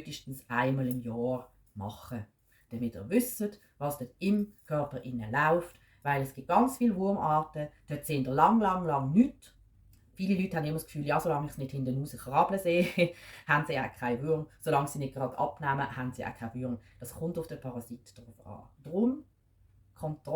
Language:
Swiss German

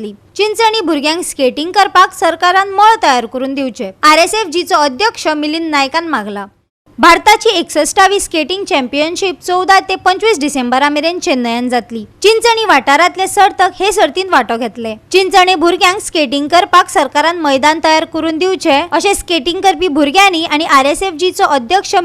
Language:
Konkani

